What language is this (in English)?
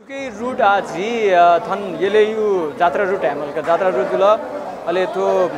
Newari